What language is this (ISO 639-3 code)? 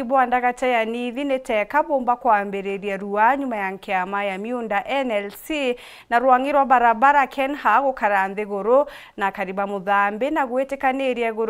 mer